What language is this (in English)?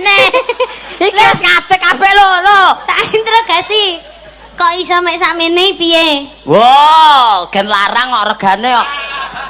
Javanese